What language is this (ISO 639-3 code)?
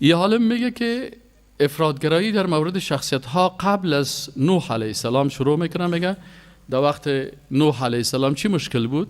fas